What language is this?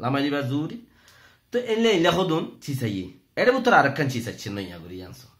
Rohingya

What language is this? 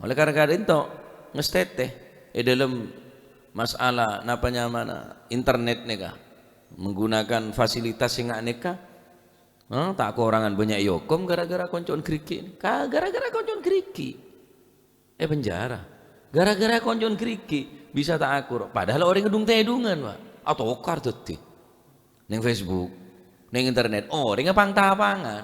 Madurese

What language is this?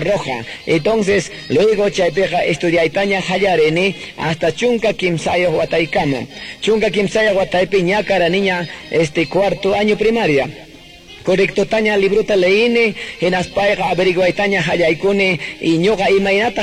Quechua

